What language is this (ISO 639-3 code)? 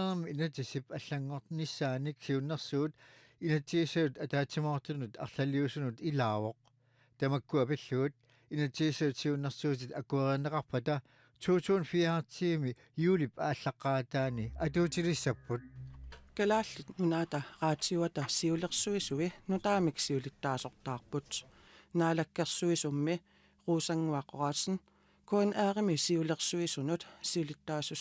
kal